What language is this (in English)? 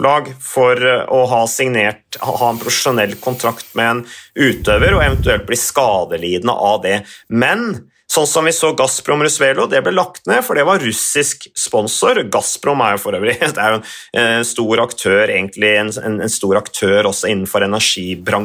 Norwegian